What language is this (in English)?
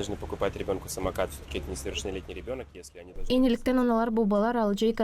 Gagauz